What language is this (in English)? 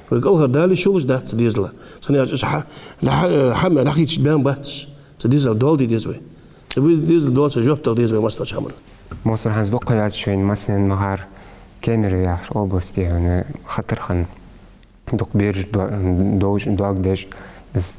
Ingush